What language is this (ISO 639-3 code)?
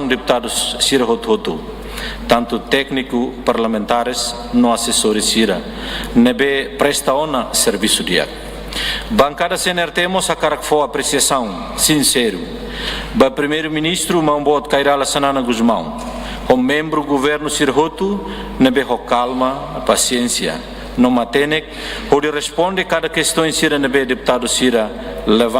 tet